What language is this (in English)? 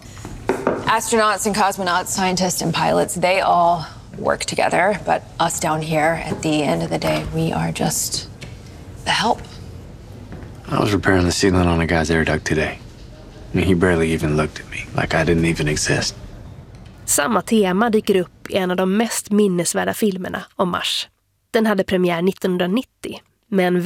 Swedish